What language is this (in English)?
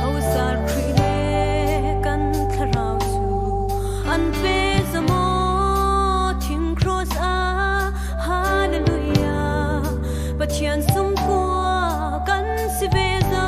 Falam Chin